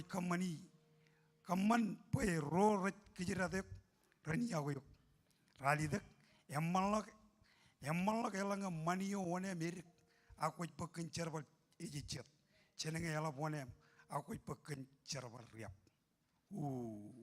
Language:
Marshallese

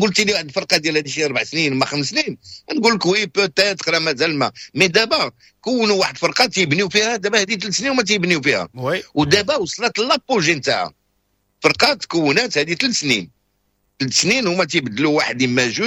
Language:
Moroccan Arabic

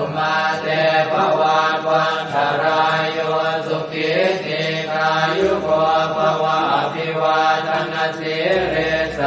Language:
Pali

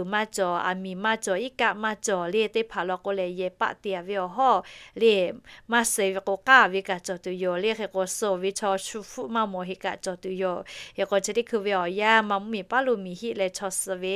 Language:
Lahu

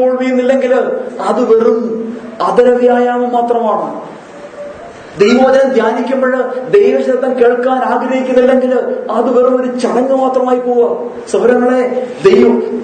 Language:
Malayalam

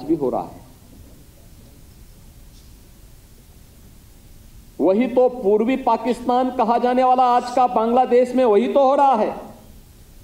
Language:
Hindi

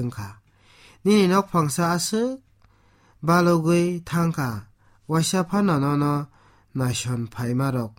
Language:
Kok Borok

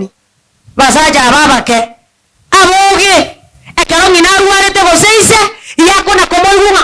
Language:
Gusii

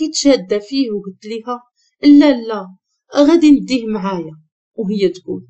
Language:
Moroccan Arabic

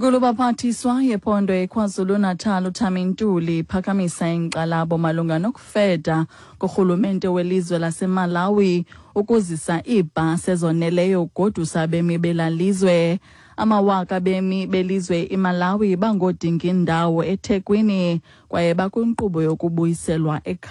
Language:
Xhosa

